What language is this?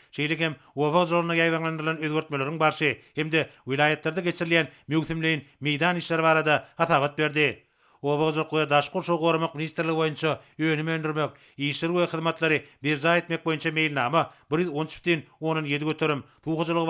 Turkmen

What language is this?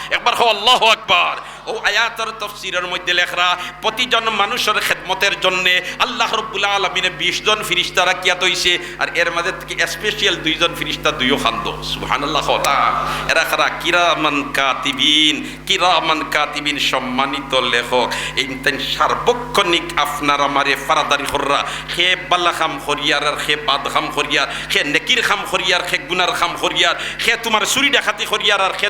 Sylheti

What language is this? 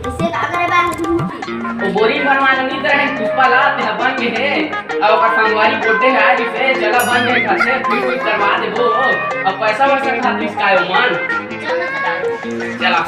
Chhattisgarhi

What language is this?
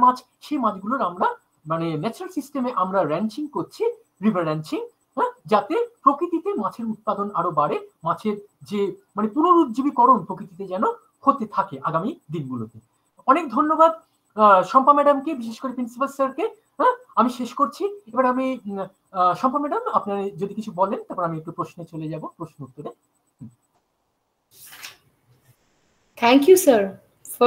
Bangla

